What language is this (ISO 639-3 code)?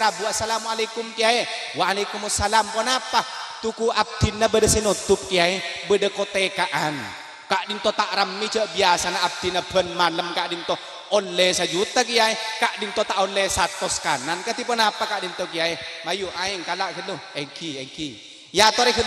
mad